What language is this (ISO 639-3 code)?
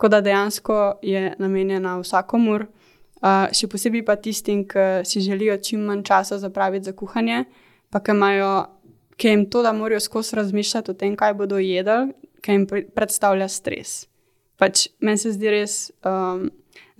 slv